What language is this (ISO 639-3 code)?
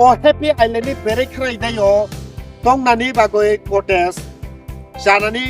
trp